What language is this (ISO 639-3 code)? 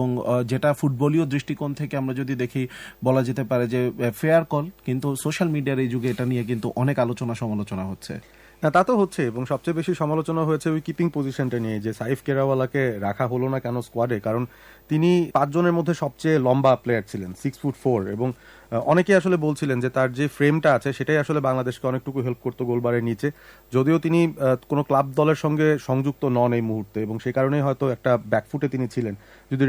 ben